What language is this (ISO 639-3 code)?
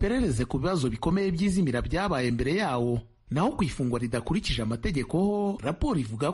kin